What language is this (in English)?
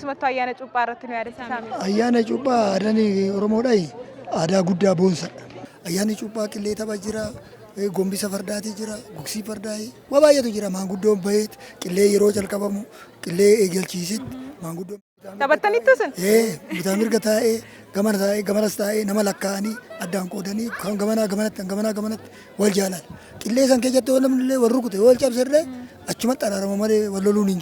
Oromo